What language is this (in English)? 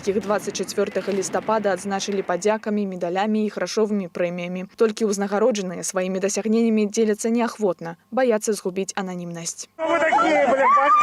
Belarusian